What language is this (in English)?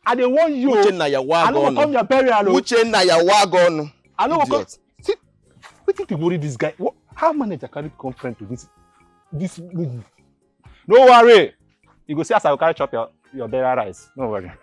Nigerian Pidgin